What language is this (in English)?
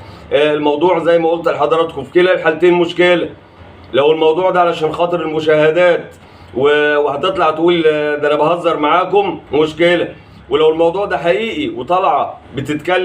Egyptian Arabic